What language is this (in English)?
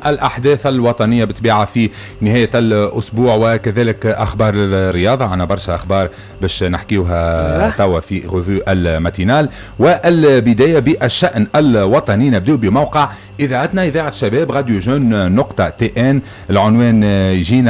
Tunisian Arabic